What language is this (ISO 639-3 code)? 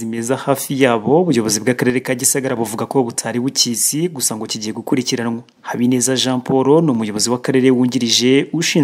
kin